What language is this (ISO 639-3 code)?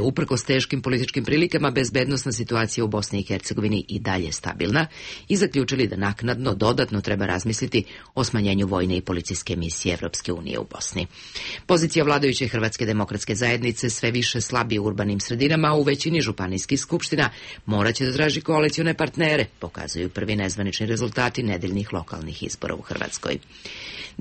srp